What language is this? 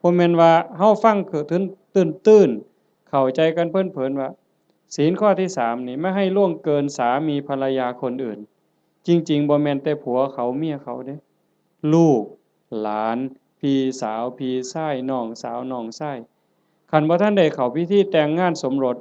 Northeastern Thai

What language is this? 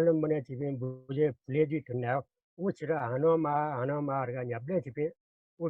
Newari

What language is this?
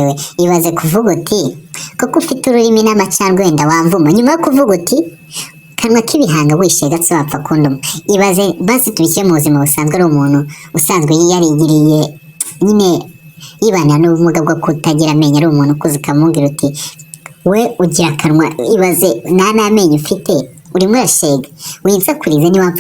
Kinyarwanda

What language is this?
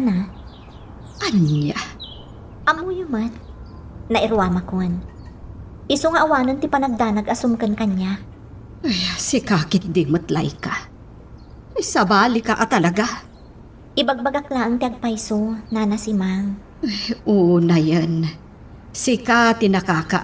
Iloko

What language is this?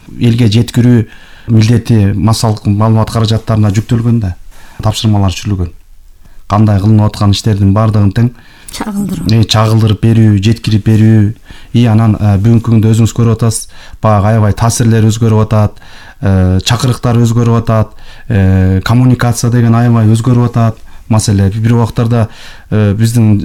Kyrgyz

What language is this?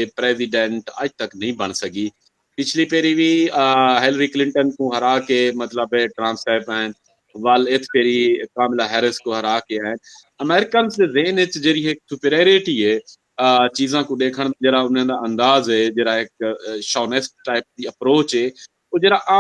Saraiki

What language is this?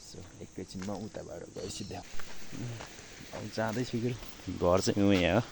Nepali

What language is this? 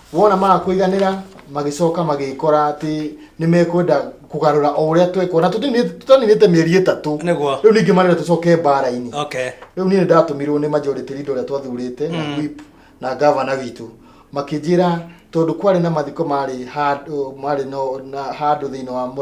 Kikuyu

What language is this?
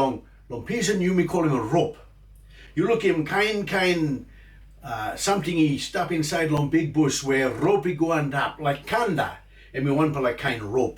Tok Pisin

